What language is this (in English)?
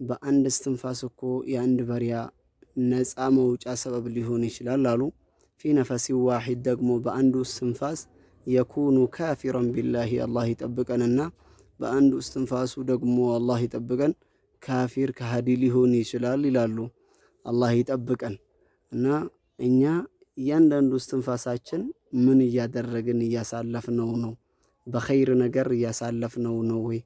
Amharic